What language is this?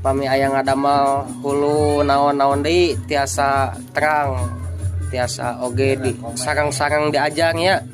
Sundanese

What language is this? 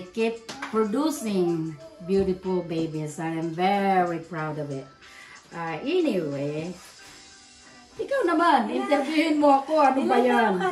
Filipino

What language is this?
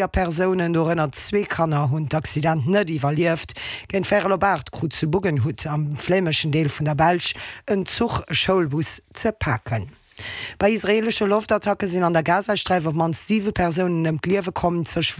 Luxembourgish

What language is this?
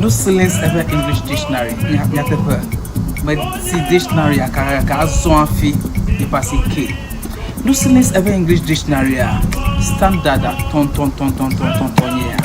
Ewe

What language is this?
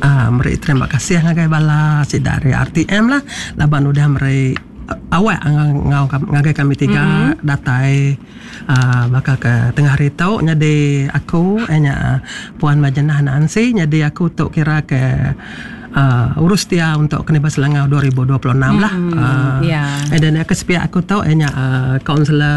Iban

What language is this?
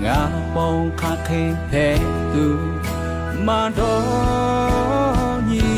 Lahu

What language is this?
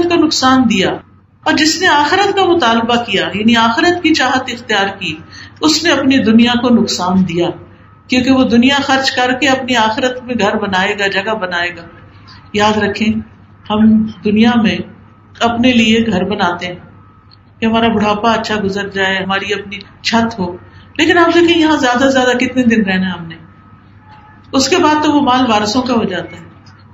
Urdu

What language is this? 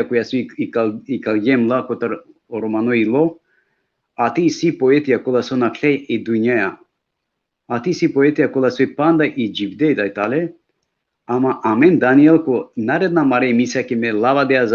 Balkan Romani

